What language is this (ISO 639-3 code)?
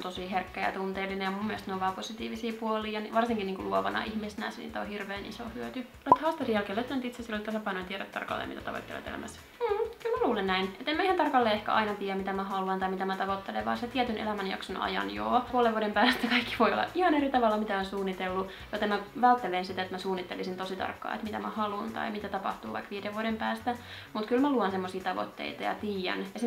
fin